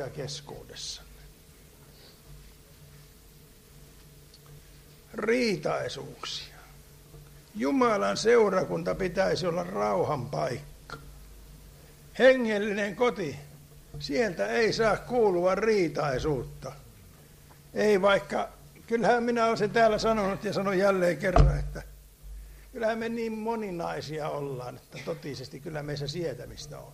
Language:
Finnish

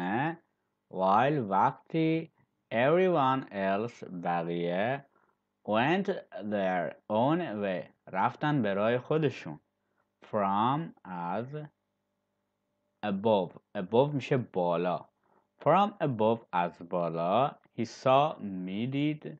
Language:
Persian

